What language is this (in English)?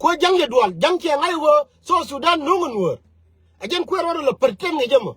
Nuer